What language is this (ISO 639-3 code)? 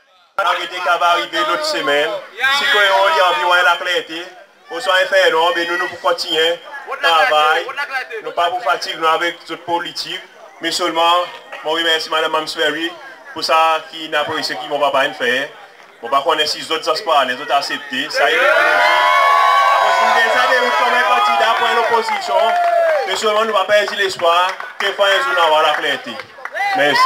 crs